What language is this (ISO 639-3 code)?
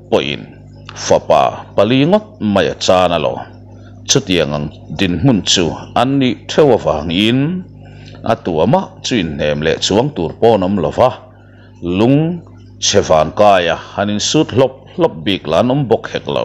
lus